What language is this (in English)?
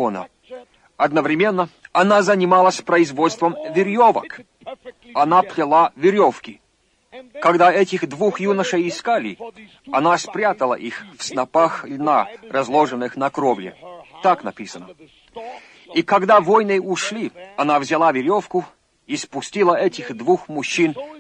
Russian